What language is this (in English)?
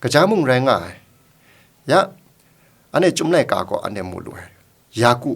Kachin